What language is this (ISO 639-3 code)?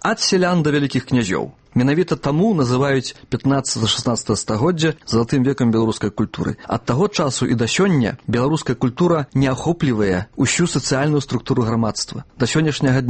bel